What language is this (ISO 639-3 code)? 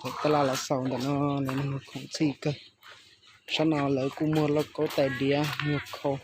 hmn